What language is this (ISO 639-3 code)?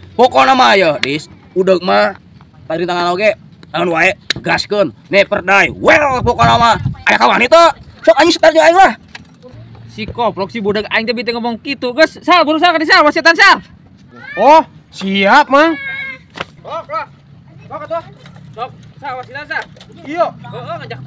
sun